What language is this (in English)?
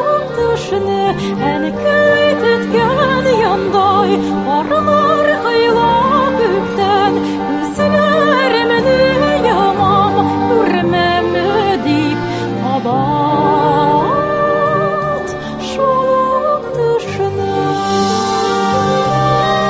Tatar